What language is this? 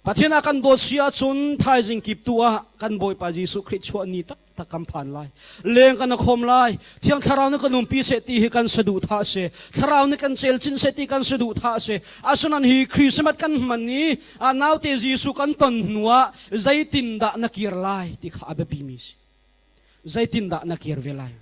Hakha Chin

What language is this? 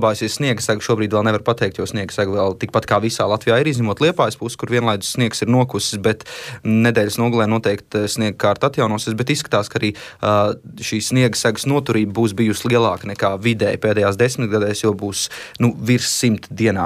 Latvian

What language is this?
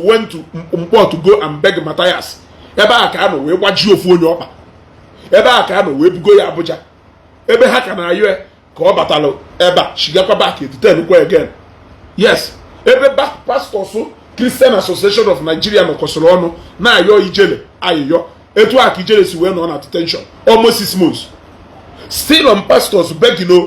Igbo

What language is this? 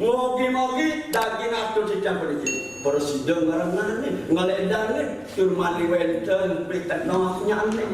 Balinese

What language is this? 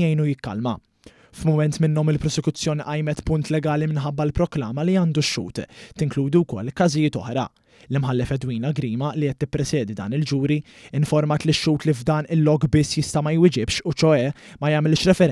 Maltese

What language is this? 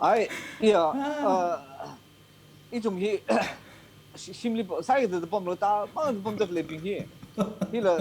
Tangkhul Naga (India)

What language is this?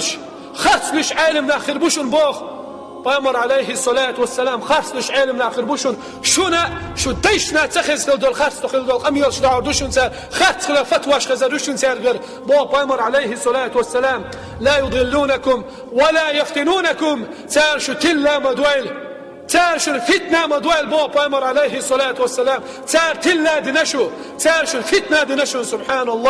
Chechen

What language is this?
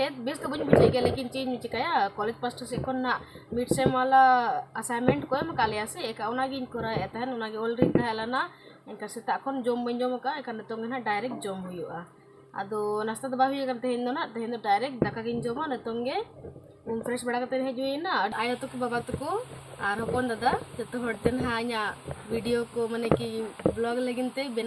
Santali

